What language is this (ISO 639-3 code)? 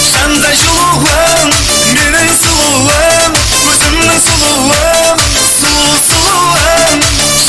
kaa